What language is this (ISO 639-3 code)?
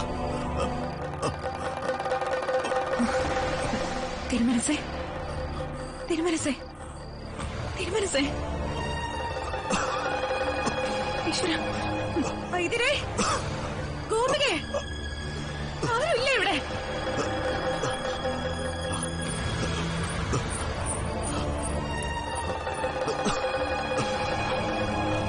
mal